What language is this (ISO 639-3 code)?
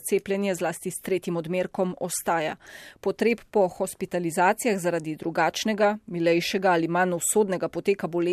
slv